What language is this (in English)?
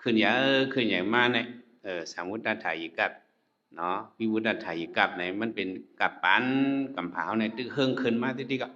Shan